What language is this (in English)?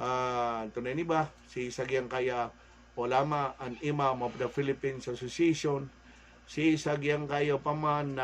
Maranao